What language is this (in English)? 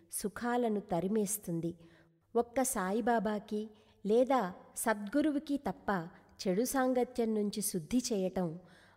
Telugu